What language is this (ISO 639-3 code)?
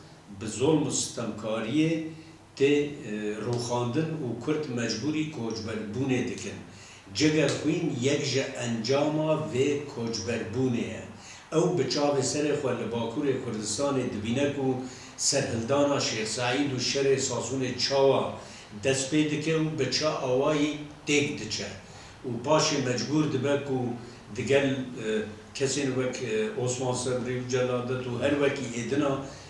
kur